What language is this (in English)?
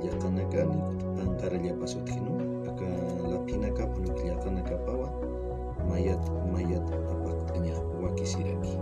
Aymara